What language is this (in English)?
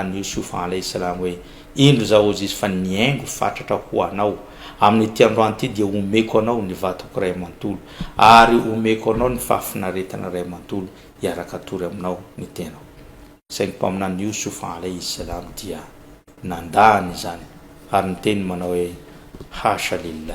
Malagasy